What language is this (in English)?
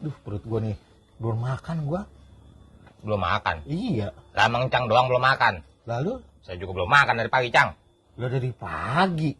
Betawi